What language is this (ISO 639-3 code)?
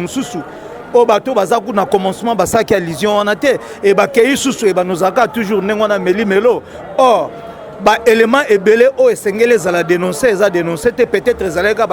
lin